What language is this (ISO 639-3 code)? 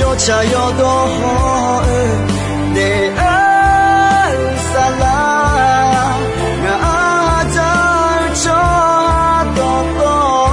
ahk